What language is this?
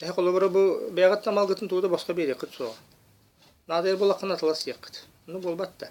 Yakut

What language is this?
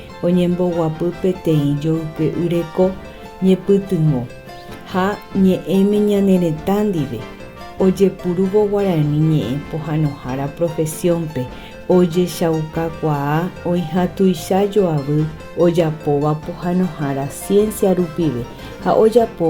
Guarani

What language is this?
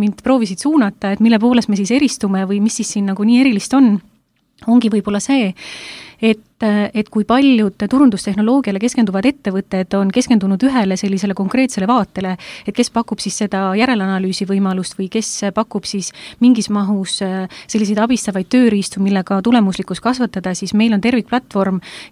Estonian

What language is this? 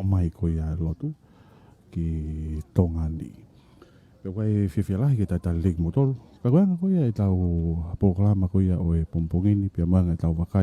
Tongan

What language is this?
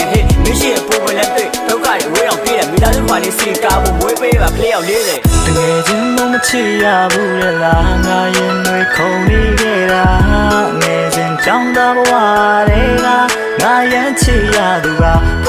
Burmese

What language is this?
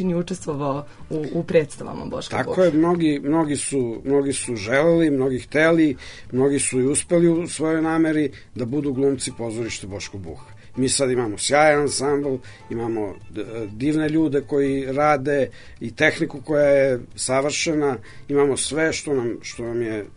Serbian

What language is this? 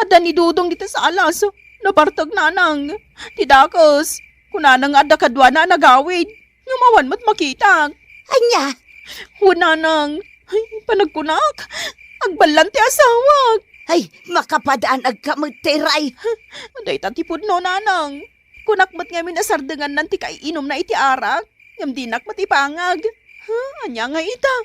Iloko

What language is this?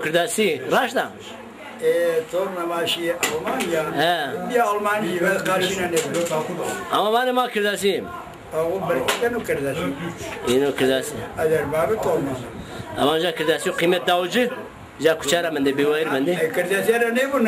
Zaza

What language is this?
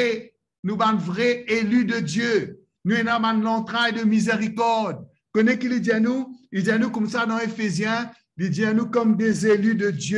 Morisyen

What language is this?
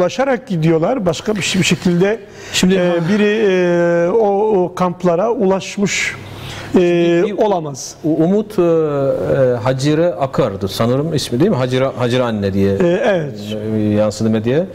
Turkish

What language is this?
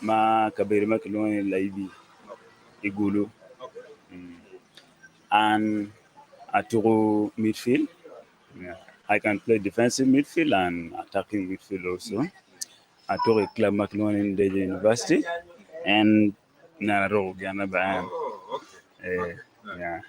Acoli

